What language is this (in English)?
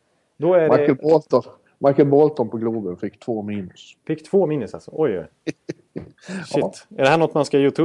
Swedish